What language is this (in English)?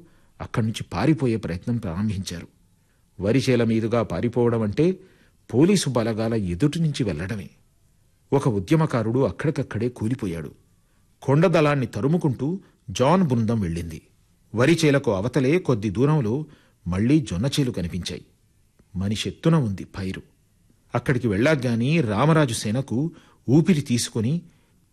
Telugu